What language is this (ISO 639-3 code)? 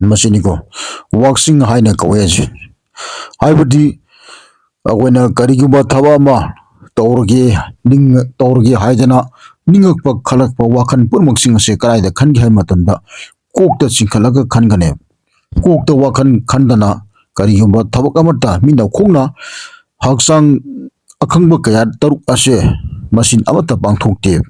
mni